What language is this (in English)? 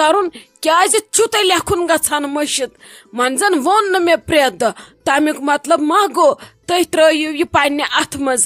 Kashmiri